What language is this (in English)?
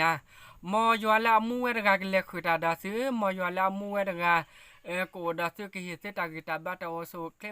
S'gaw Karen